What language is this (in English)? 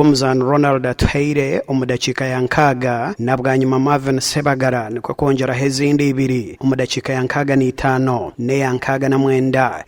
Nyankole